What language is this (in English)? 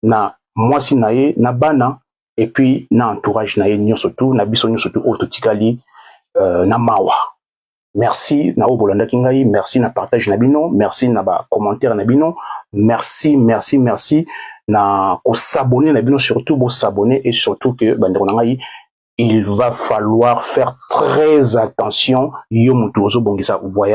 Lingala